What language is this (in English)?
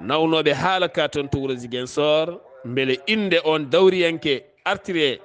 Fula